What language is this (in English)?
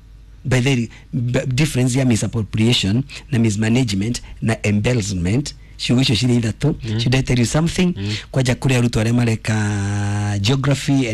Kikuyu